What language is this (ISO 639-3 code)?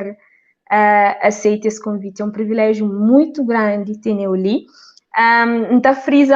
kea